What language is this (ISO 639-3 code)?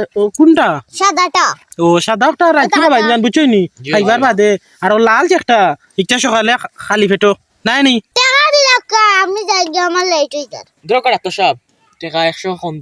syl